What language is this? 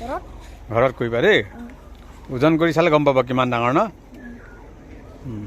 Assamese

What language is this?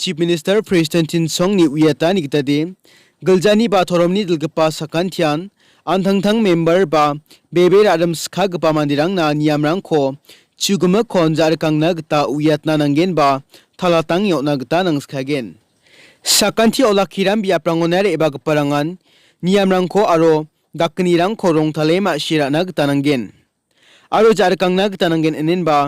Garo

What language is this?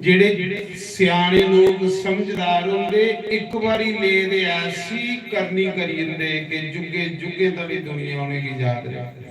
Dogri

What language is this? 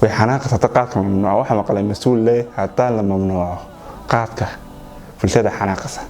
Somali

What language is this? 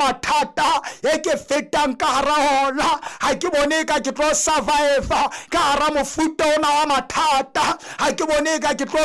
Southern Sotho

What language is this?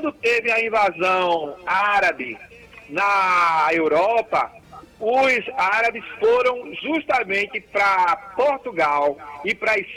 Portuguese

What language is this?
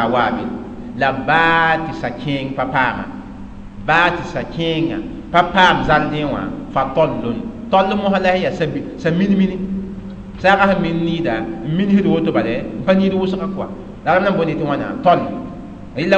Mossi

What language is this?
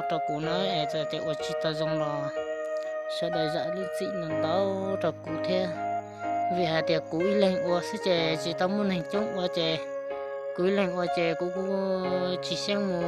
Hmong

